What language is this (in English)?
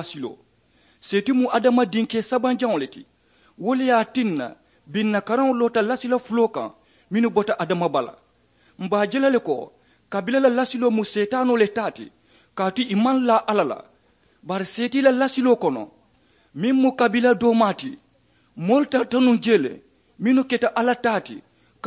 Mandingo